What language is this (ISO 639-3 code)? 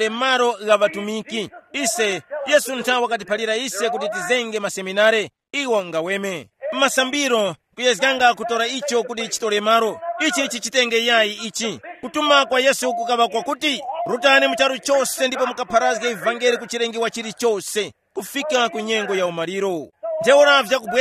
tum